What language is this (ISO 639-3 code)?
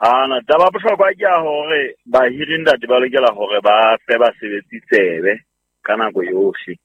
sot